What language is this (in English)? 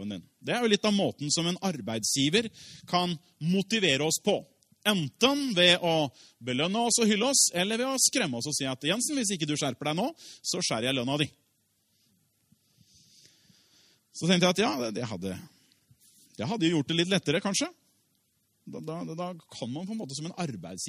Norwegian